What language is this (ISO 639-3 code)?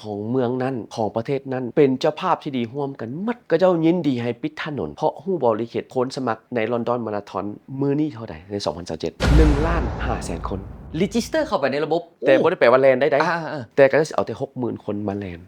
lao